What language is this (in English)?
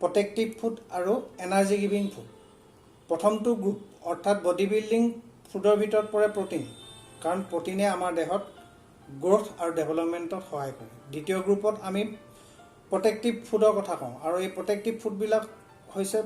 Assamese